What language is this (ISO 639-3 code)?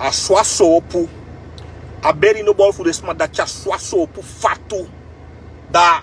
srn